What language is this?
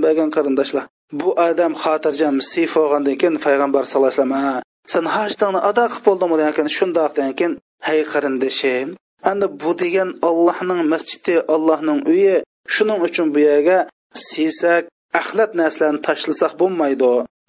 Uyghur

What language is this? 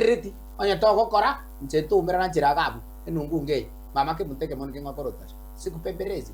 Gusii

